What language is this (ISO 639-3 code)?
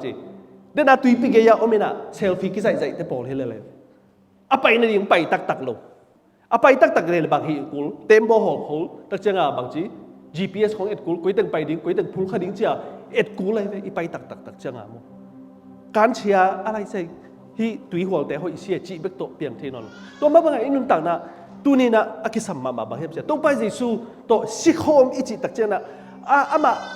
ctd